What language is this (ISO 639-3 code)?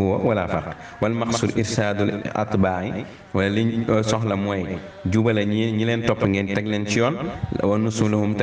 wol